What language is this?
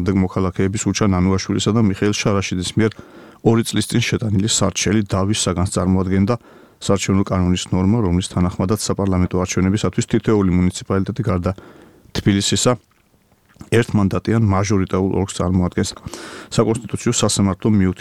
Georgian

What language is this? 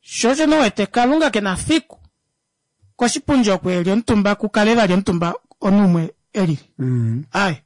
Kuanyama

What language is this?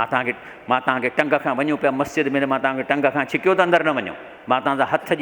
Sindhi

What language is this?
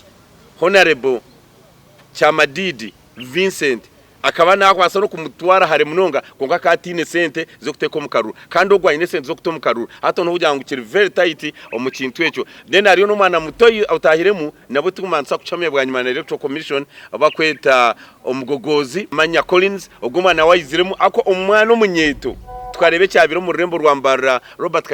Nyankole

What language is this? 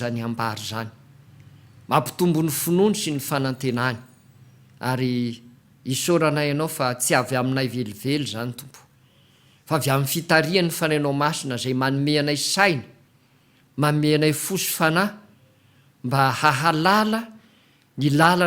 Malagasy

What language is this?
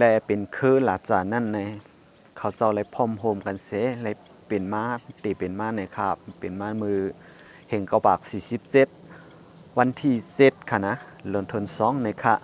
Shan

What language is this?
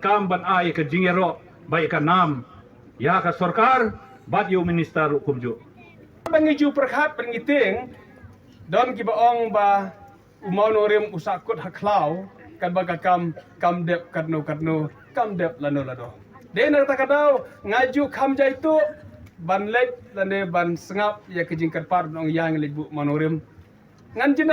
Khasi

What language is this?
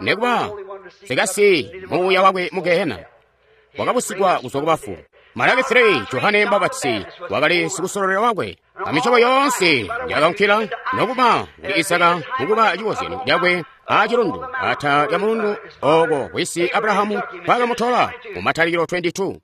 Tonga (Zambia)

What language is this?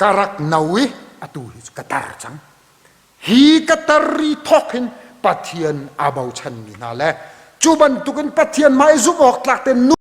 Hakha Chin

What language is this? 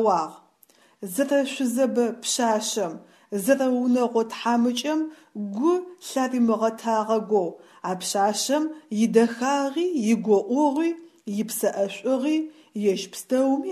Adyghe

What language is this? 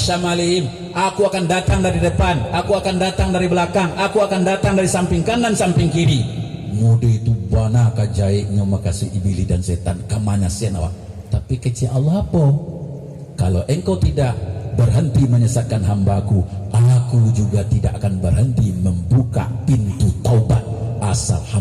Minangkabau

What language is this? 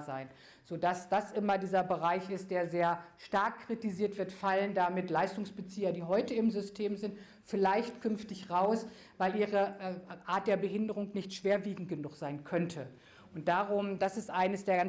German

